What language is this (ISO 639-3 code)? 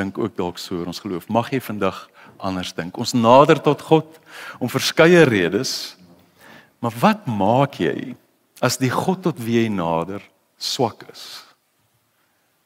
afr